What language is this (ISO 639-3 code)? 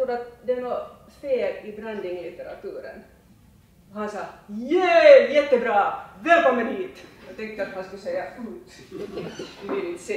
swe